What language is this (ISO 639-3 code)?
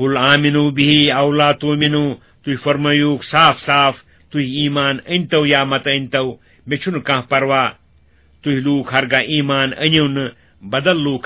kas